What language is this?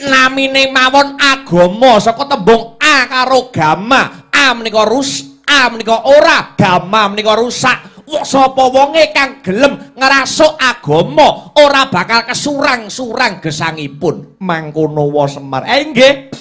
Javanese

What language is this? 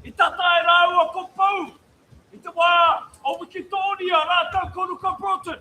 Māori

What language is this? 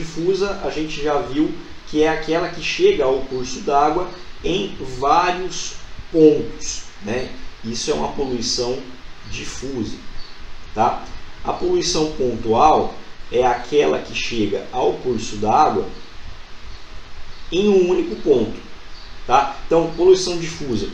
Portuguese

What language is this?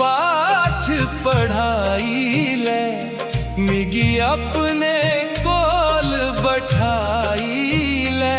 Dogri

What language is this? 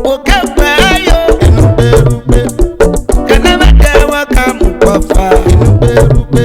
Urhobo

